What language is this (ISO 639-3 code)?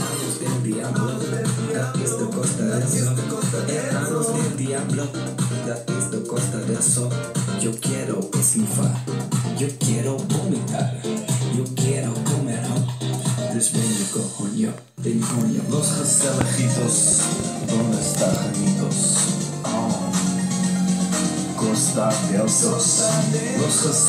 nld